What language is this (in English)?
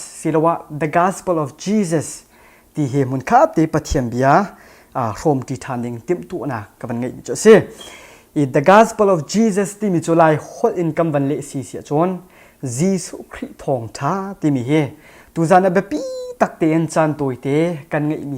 Hakha Chin